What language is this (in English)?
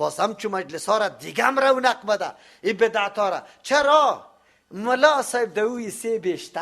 Persian